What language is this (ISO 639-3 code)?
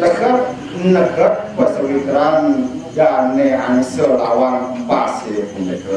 ban